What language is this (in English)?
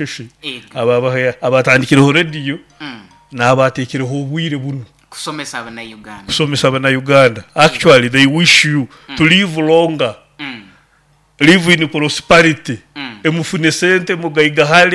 Nyoro